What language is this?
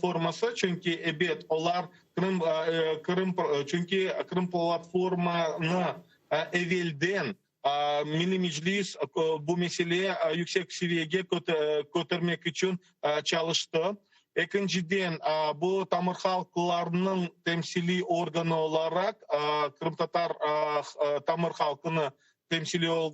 Crimean Tatar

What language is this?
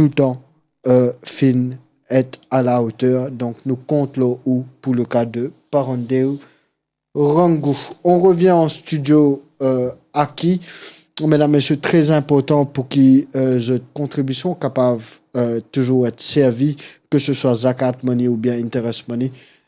Morisyen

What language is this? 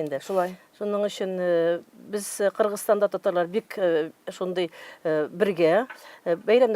Tatar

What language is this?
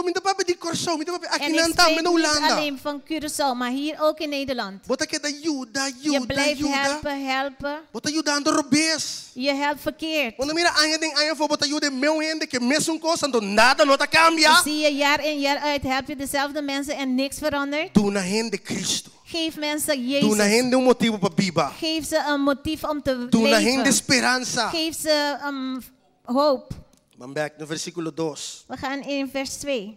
Papiamento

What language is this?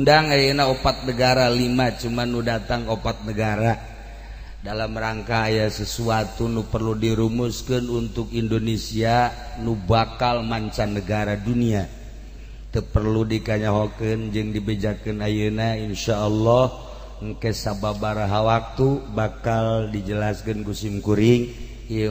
Sundanese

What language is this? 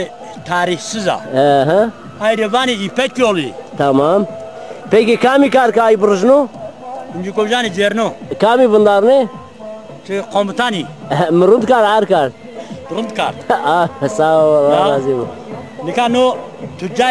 Zaza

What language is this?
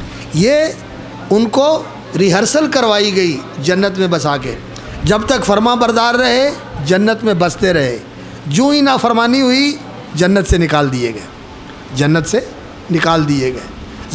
Urdu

